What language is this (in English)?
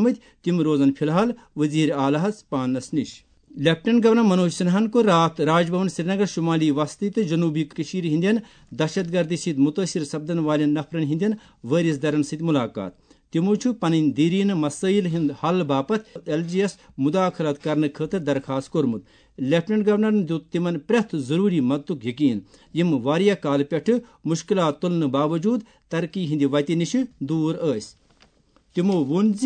Kashmiri